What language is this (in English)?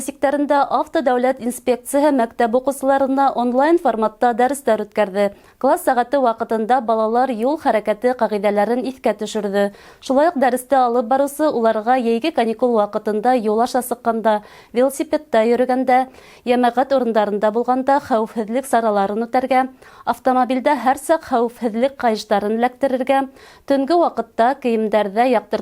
Bashkir